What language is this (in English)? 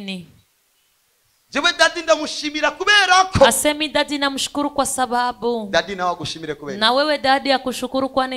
Kinyarwanda